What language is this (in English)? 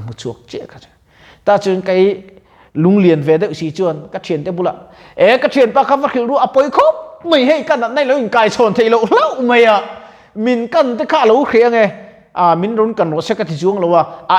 Mizo